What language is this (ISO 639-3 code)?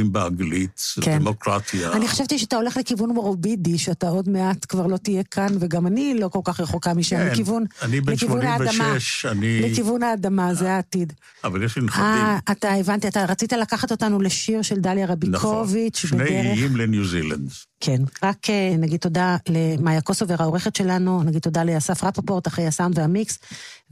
heb